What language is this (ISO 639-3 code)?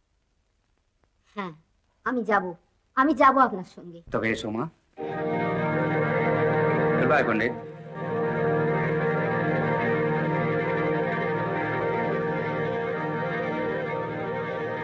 ben